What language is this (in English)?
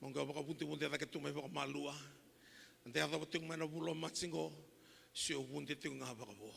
Fijian